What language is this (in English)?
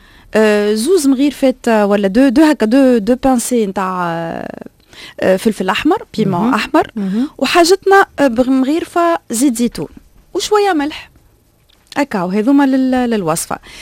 Tunisian Arabic